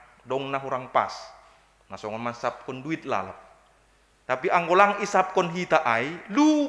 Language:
Batak Simalungun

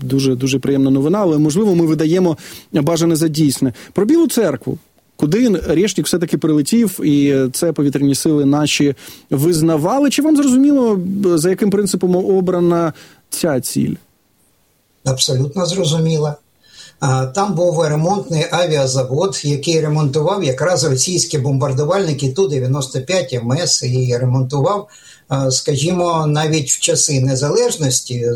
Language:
Ukrainian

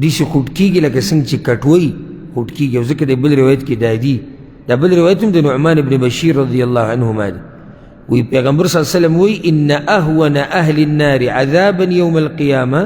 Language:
Pashto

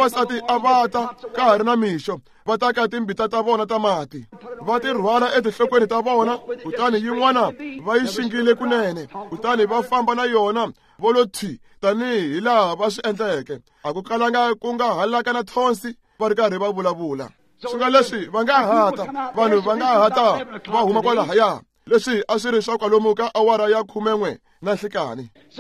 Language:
Tsonga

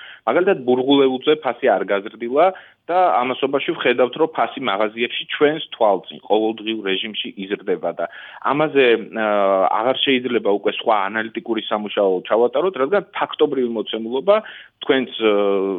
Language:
Georgian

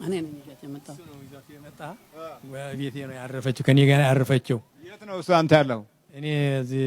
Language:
Amharic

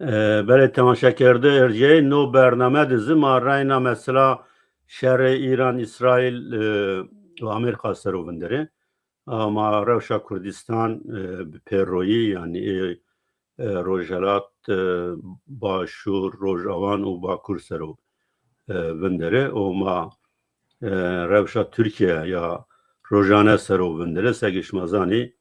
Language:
Zaza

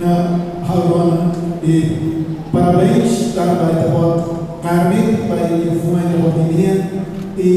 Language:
Tetum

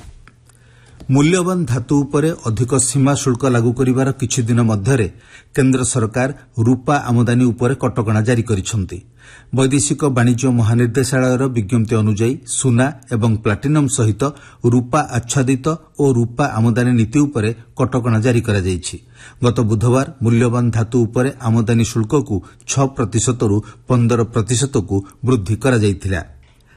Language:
Odia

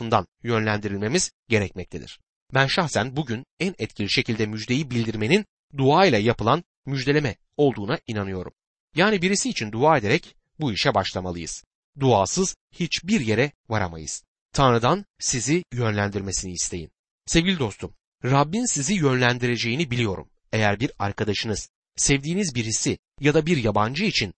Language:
Turkish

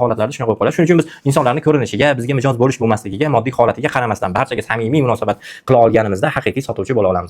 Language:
Uzbek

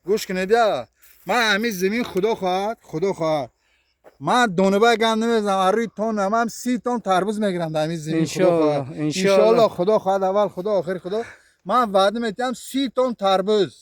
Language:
Tajik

